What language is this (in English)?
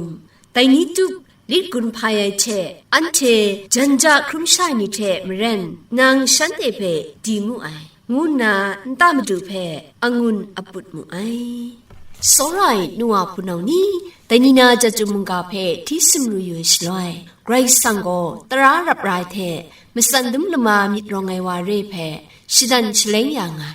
Kachin